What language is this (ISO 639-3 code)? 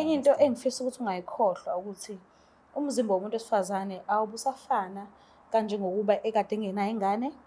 zul